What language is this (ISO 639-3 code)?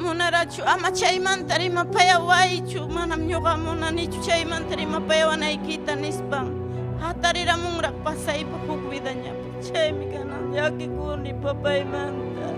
quy